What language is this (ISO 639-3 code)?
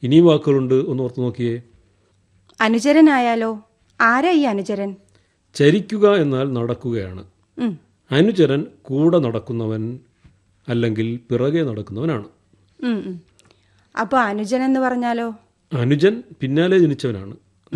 mal